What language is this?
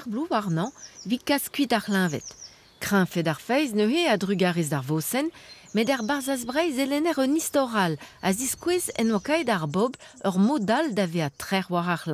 Breton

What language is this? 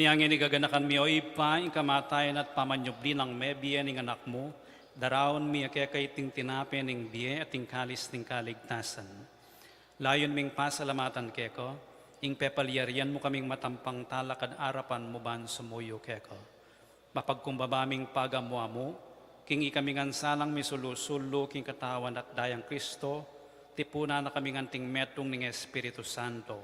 Pampanga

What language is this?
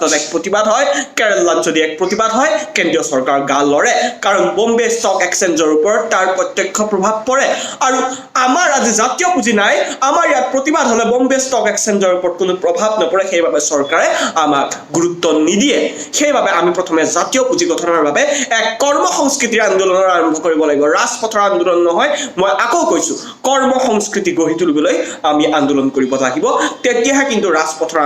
Assamese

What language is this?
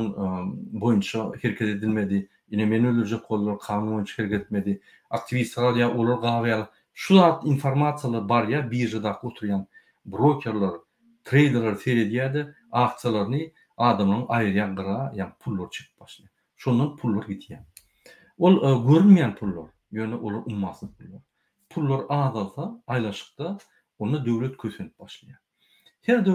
Turkmen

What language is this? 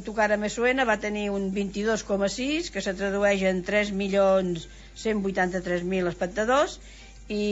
Catalan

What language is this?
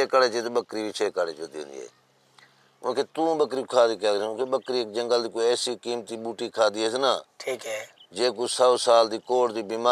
Saraiki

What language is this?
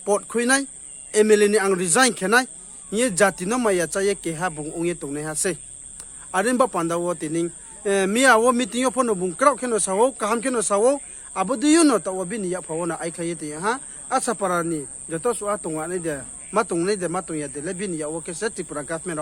Riang (India)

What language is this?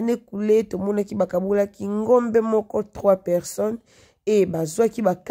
Lingala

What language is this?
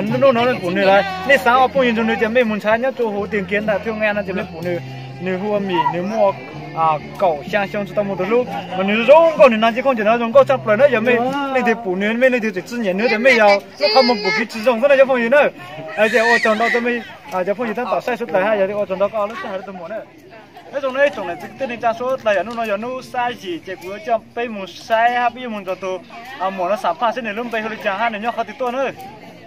Hmong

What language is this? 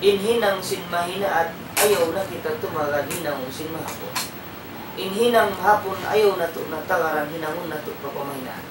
Tausug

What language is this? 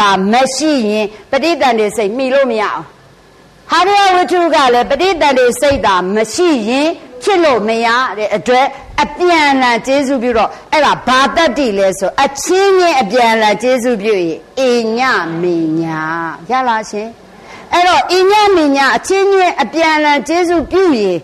Burmese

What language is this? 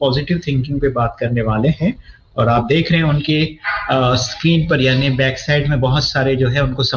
Hindi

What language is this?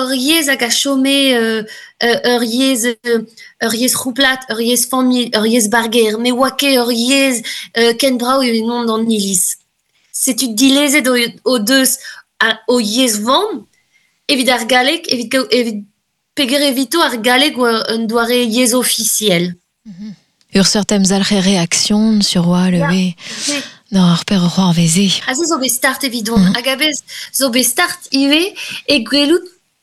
Breton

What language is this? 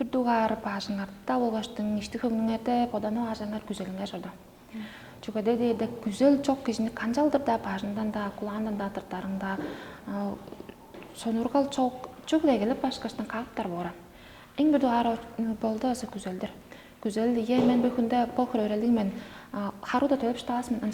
Tuvinian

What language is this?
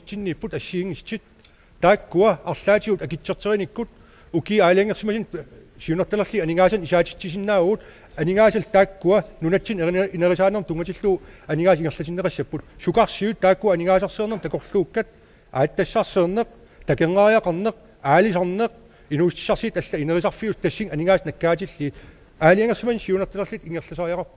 Kalaallisut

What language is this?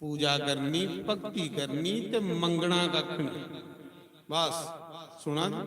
Dogri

